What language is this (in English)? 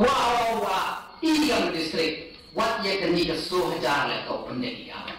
Khasi